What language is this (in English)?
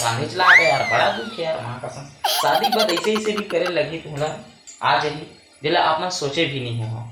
Chhattisgarhi